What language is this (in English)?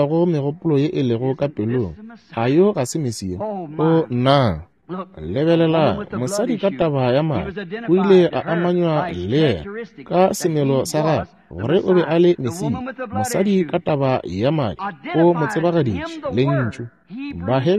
Northern Sotho